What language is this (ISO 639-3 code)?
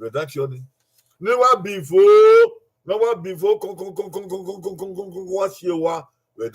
bin